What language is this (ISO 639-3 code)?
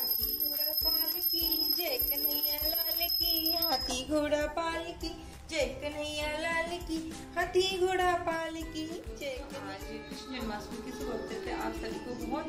hin